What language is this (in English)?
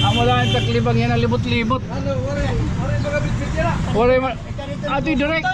Waray